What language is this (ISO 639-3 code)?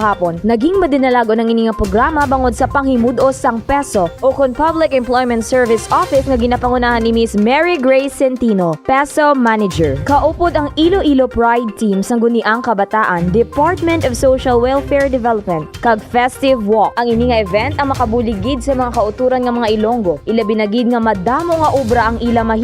hil